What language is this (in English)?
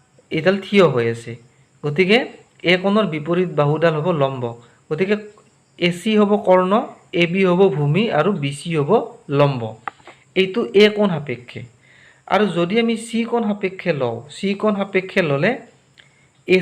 Assamese